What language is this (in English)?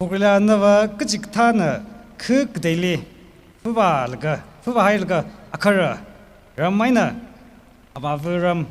Tangkhul Naga (India)